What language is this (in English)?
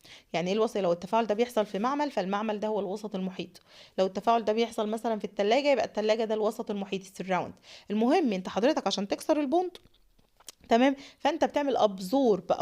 Egyptian Arabic